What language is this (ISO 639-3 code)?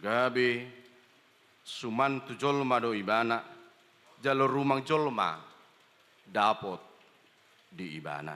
bbc